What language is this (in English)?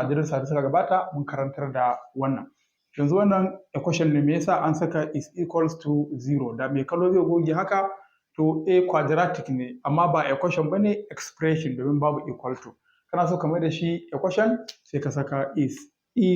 Hausa